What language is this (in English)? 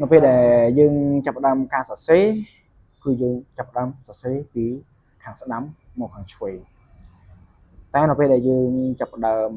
Khmer